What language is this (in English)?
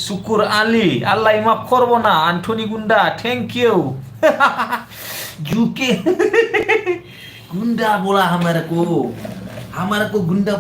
Bodo